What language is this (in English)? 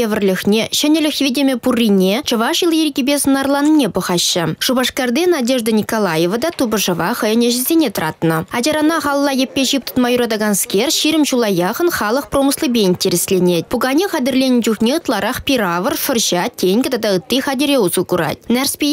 Chuvash